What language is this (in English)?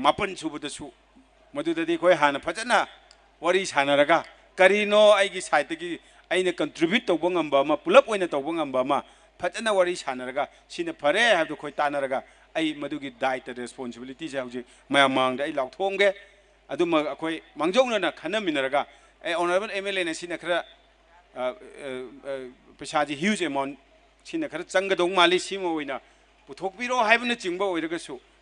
Manipuri